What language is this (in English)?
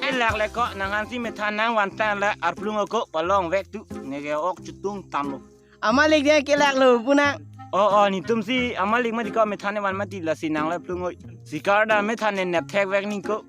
Karbi